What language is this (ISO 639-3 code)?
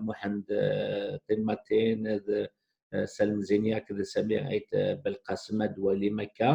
kab